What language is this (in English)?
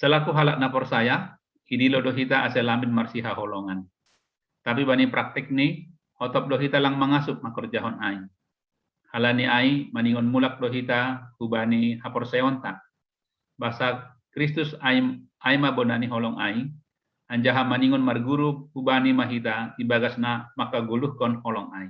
Batak Simalungun